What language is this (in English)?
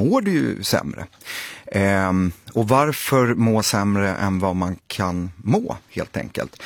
Swedish